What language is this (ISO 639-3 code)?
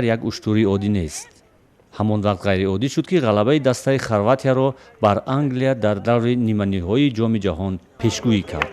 tgk